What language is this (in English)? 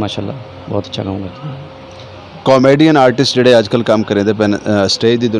Western Panjabi